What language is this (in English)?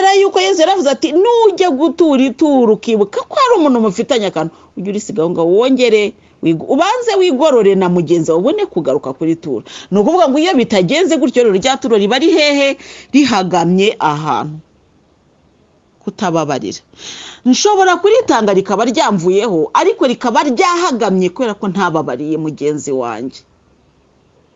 Kinyarwanda